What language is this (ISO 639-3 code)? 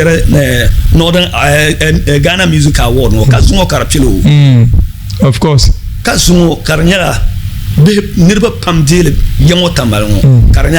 dag